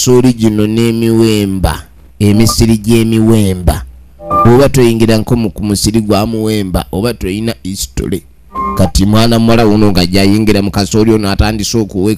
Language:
Ganda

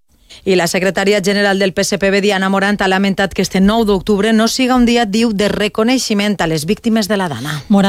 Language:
Catalan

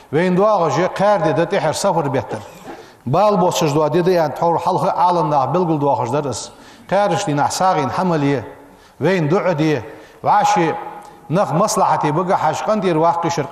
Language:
Ingush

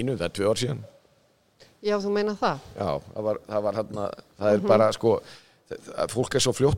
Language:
Icelandic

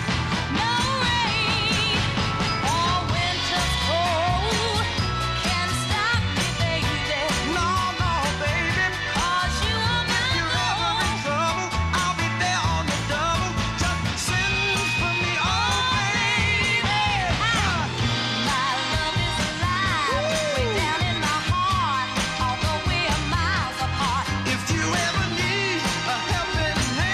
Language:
English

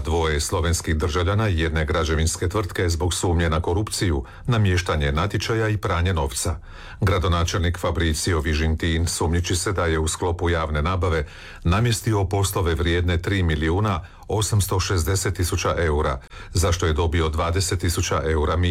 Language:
Croatian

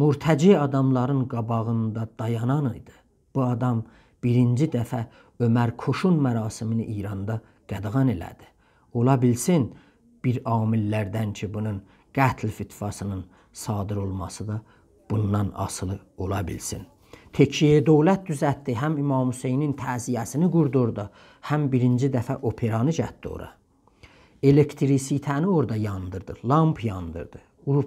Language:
South Azerbaijani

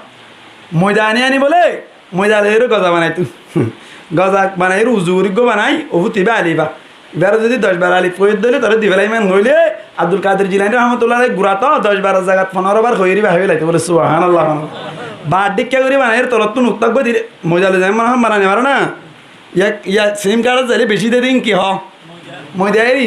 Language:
Rohingya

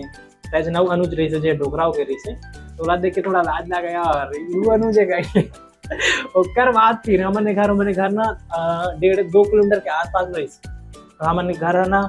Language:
Chhattisgarhi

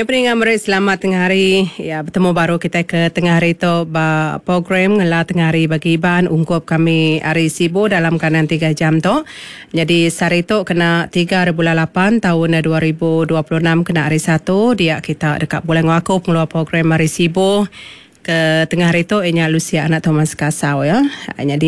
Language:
Iban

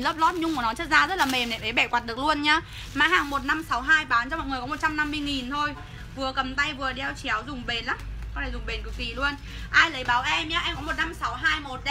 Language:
Vietnamese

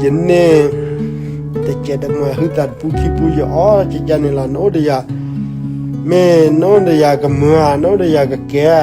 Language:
S'gaw Karen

